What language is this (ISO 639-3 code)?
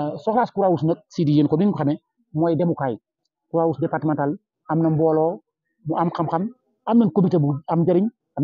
wol